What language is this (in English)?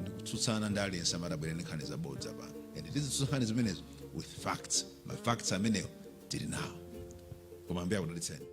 Nyanja